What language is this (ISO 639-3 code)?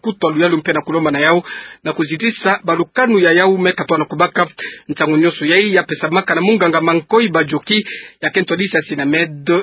ktu